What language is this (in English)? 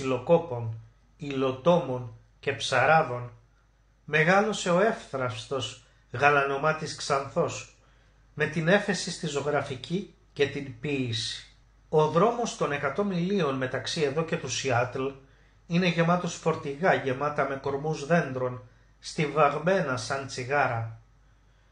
Greek